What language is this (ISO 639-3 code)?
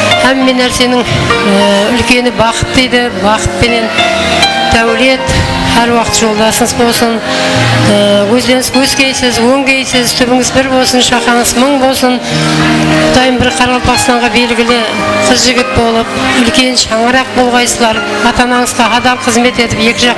kaa